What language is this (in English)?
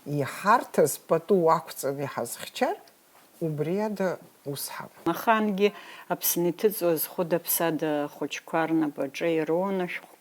Abkhazian